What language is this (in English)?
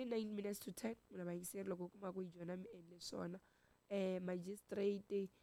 Tsonga